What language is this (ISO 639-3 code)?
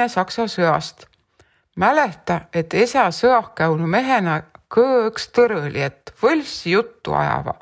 est